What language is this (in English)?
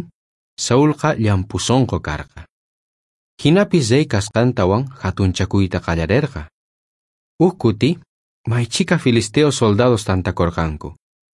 South Bolivian Quechua